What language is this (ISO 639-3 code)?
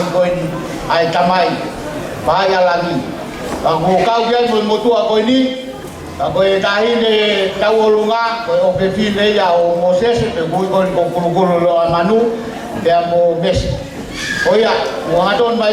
ton